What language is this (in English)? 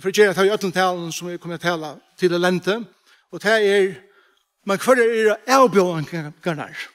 Faroese